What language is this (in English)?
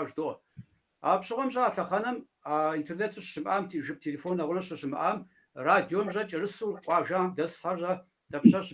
Kabardian